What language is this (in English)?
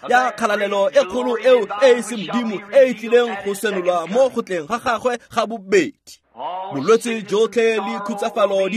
Tswana